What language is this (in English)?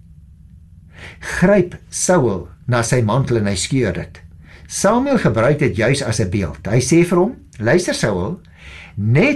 Afrikaans